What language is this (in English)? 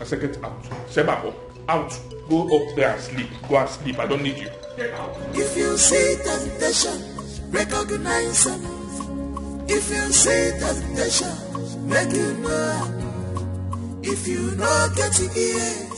Nigerian Pidgin